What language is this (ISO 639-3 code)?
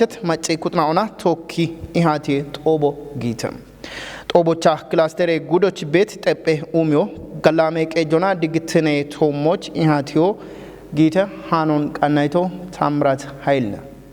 kbr